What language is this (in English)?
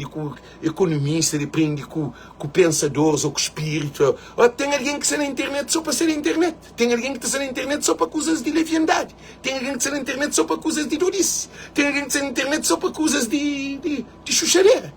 Kabuverdianu